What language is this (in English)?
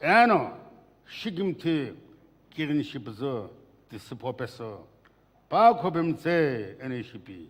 Sumi Naga